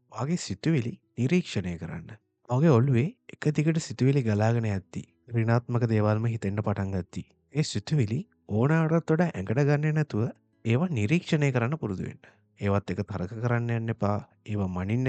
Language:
Sinhala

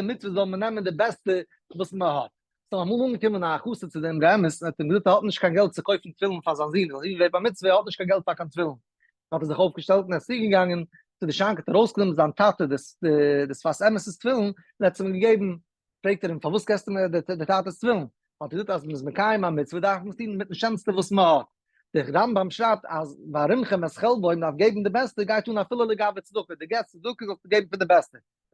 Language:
Yiddish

